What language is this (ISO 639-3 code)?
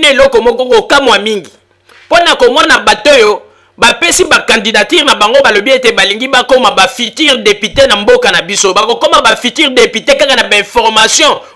lin